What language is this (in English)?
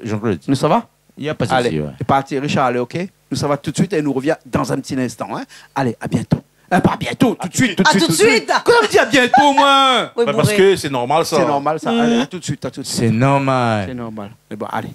Réunion Creole French